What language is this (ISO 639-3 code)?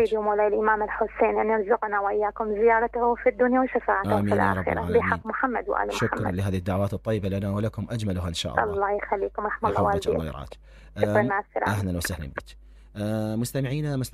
acm